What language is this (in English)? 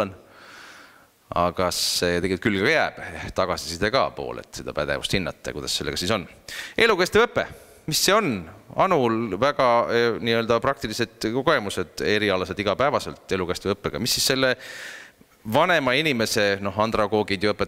Estonian